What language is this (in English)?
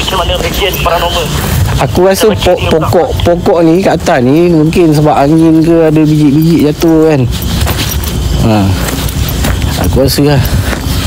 Malay